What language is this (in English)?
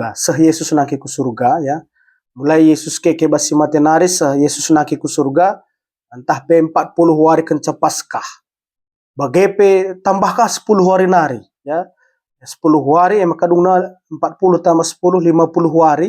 Batak Karo